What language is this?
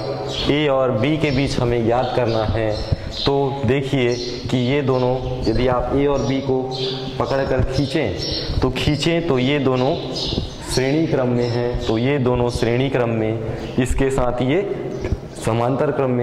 Hindi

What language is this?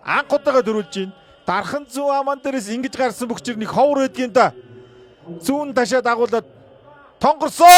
Mongolian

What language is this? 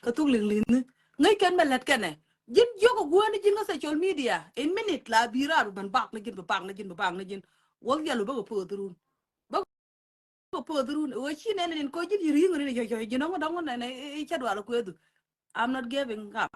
Nuer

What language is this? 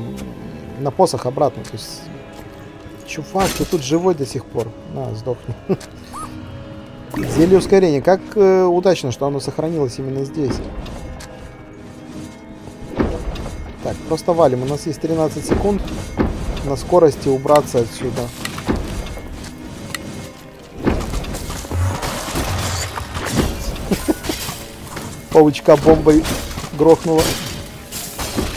Russian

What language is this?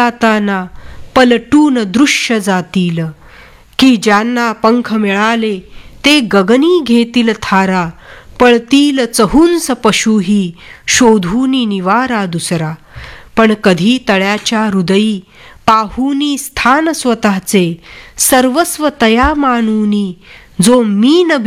Marathi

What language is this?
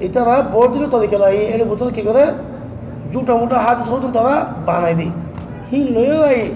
Rohingya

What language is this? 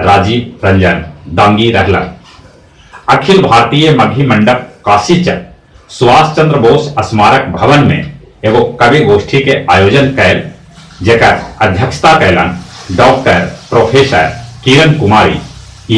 Magahi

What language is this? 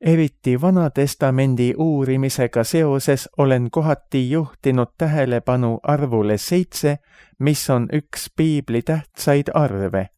Estonian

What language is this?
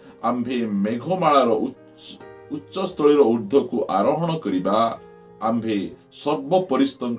Odia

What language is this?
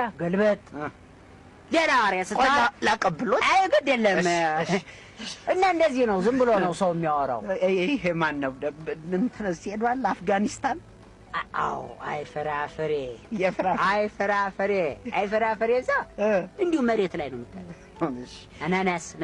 Amharic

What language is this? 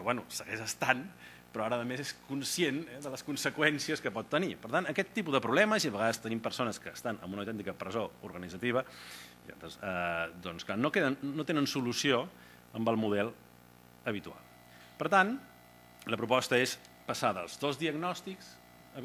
Catalan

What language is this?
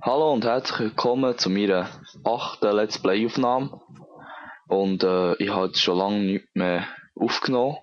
Swiss German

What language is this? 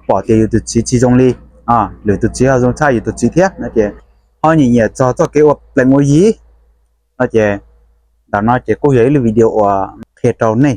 Hmong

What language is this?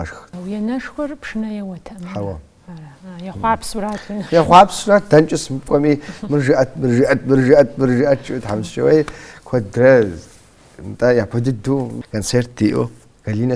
Kabardian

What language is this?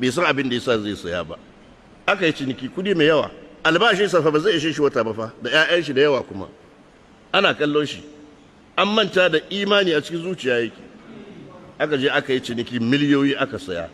Hausa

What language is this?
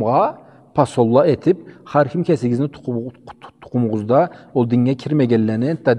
Karachay-Balkar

